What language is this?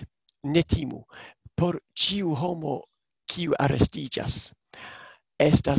Esperanto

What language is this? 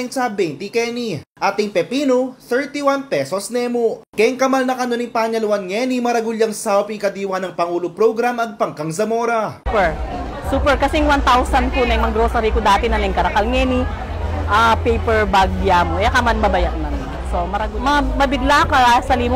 Pampanga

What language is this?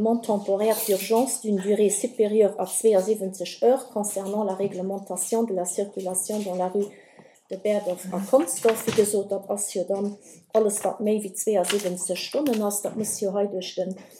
Luxembourgish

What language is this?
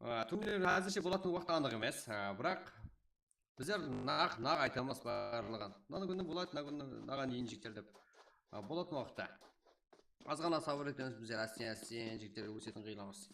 Kara-Kalpak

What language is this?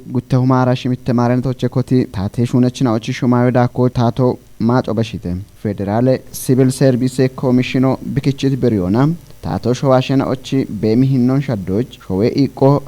Kafa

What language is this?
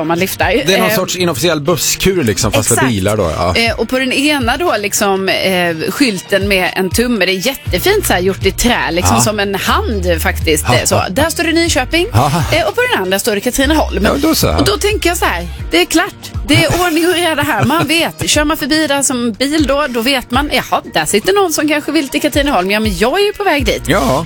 Swedish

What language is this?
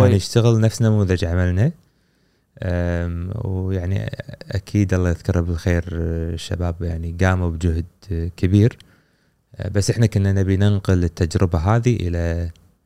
Gulf Arabic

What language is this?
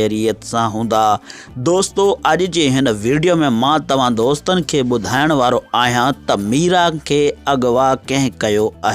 Sindhi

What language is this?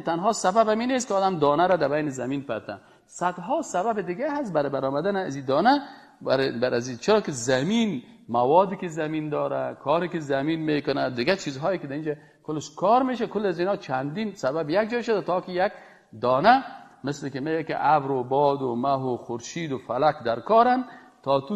Persian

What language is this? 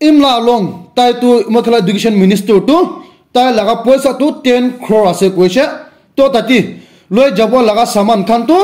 Naga Pidgin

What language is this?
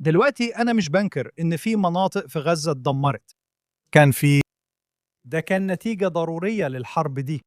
Egyptian Arabic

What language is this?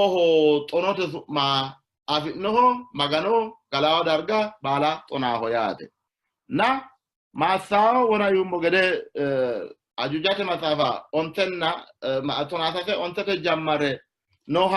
Sidamo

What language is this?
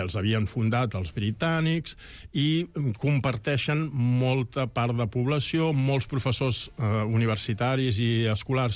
Catalan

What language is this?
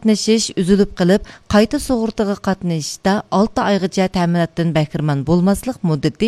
Uyghur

